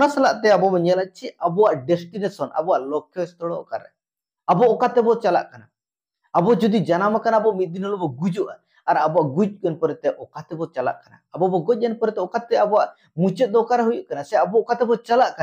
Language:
Santali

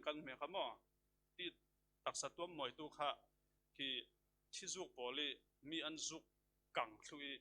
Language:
Falam Chin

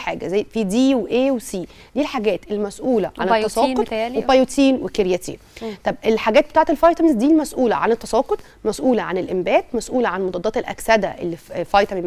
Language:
Egyptian Arabic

